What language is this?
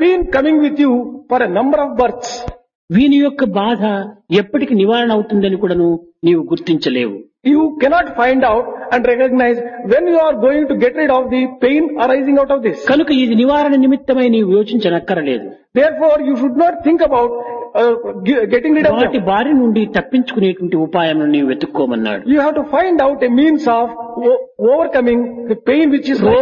Telugu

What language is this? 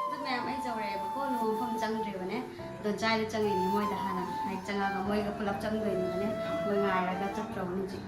Manipuri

